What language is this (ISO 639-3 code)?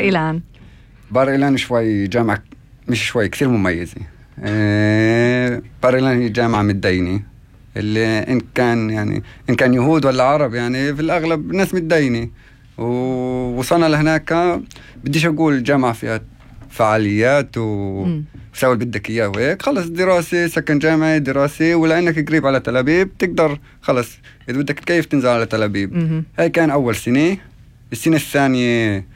apc